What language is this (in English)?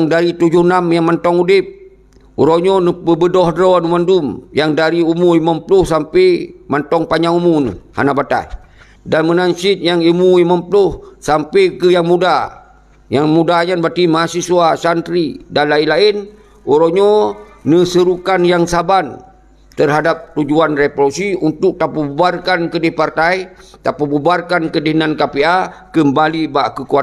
Achinese